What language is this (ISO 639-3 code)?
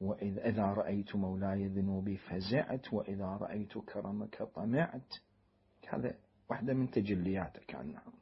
acm